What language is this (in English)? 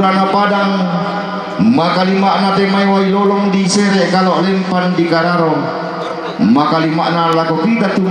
Toraja-Sa'dan